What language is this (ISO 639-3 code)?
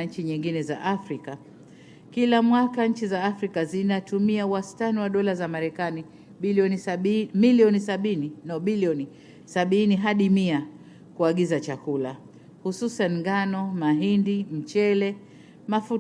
swa